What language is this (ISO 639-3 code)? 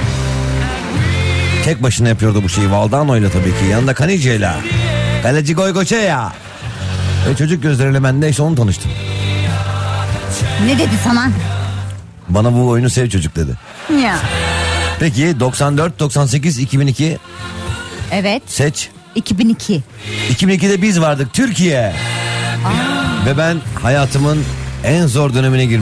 tur